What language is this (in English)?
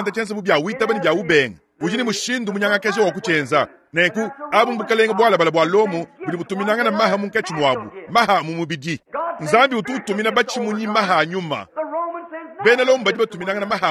Luba-Lulua